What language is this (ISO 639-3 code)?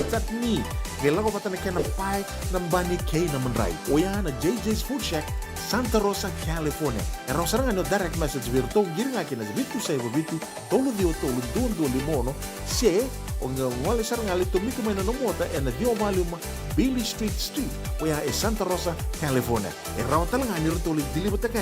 fij